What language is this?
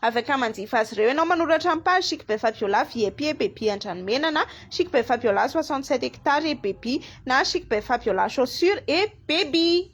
Malagasy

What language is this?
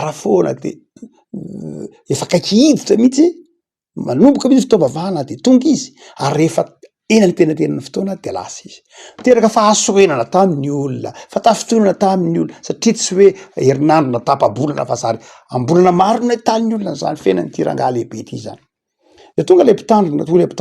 Malagasy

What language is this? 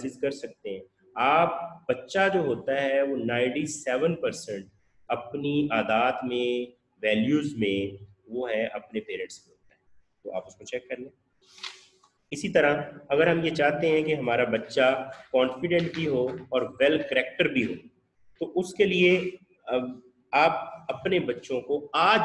Urdu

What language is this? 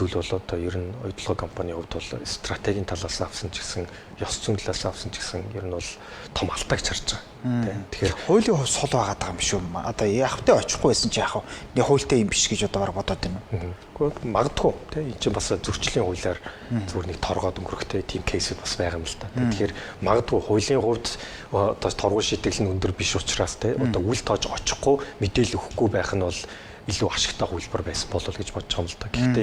Mongolian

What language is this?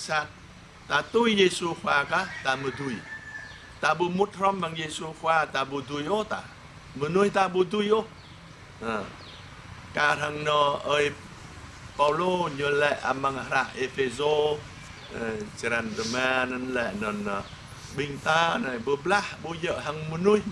Jarai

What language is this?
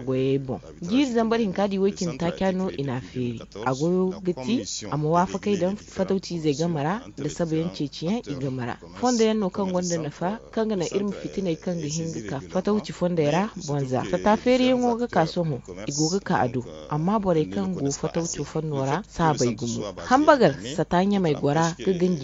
Zarma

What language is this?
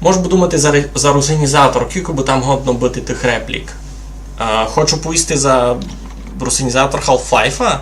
Rusyn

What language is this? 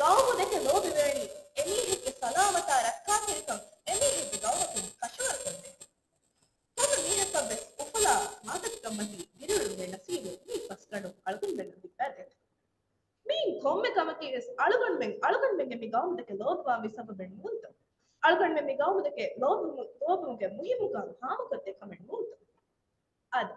Divehi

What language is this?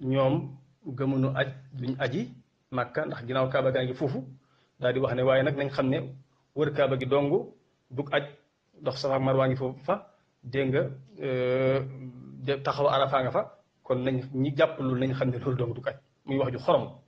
Wolof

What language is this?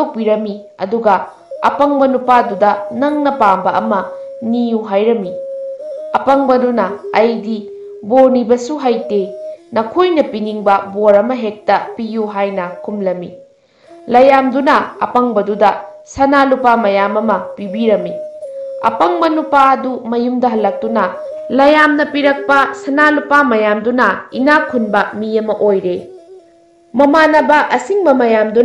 Manipuri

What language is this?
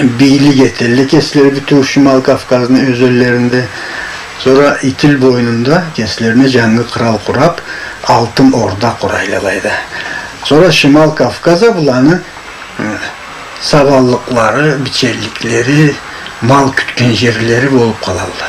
Karachay-Balkar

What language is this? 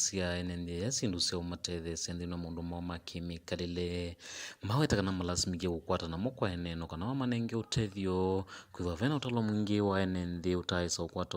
Kamba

